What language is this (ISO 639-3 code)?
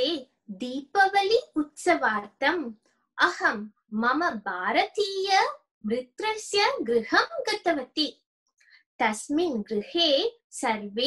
san